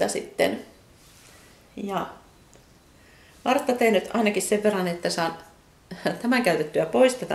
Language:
Finnish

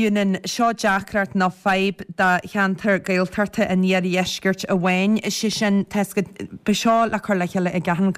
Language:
Irish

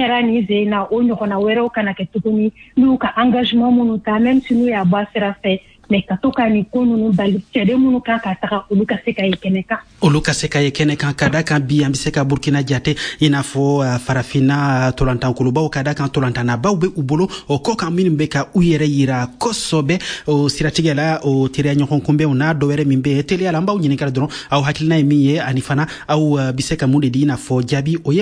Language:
Bambara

